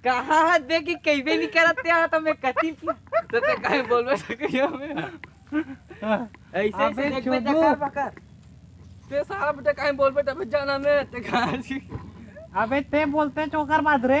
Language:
Chhattisgarhi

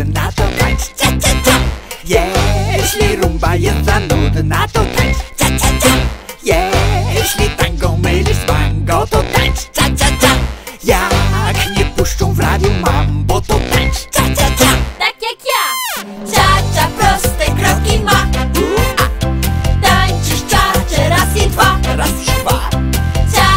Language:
Polish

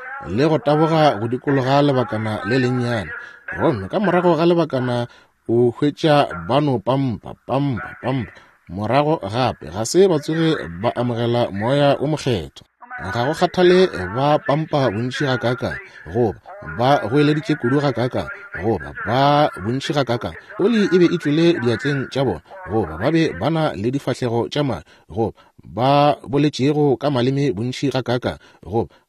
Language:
Northern Sotho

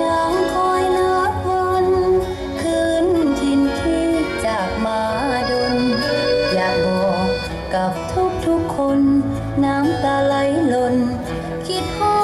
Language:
Lao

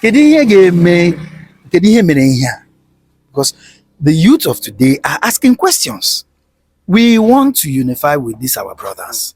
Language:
Igbo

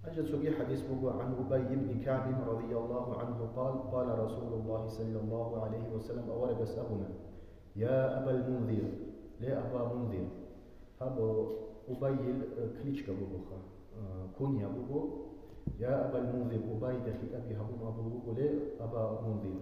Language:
Avaric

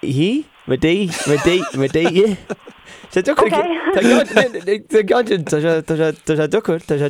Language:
Irish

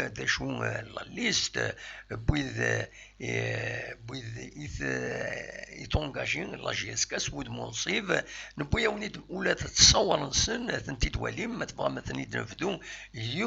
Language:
Kabyle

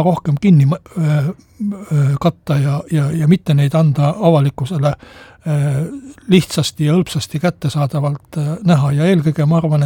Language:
Estonian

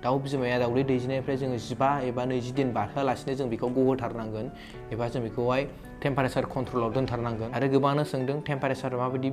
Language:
Bodo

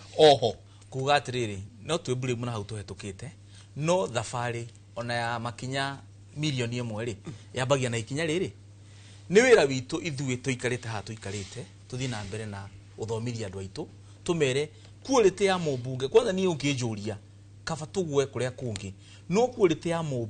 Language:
Kikuyu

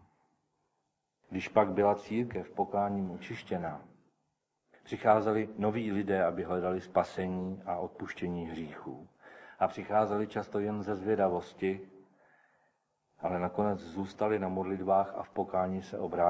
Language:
Czech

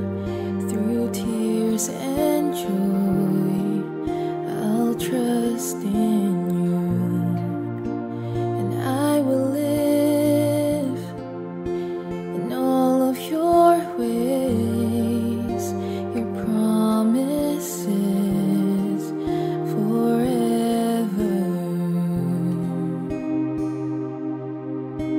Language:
English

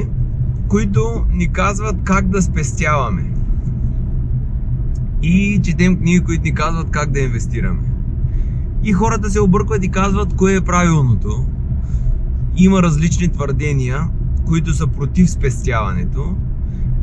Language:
Bulgarian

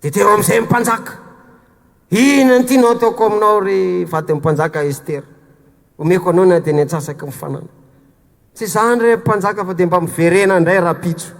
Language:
Malagasy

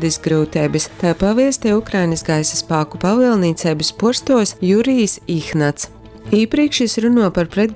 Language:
Latgalian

